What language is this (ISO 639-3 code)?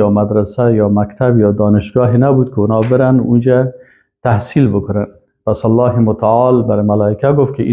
fas